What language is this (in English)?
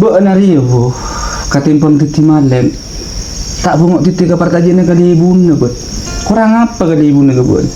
Madurese